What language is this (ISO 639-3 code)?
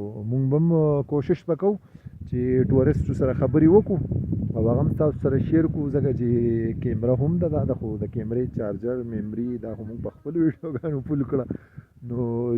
pus